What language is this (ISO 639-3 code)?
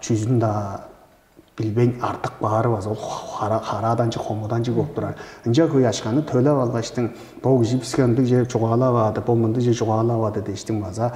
tyv